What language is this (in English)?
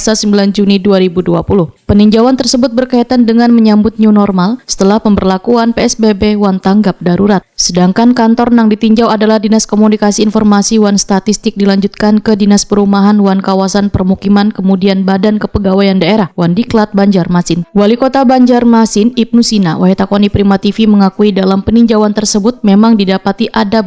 Banjar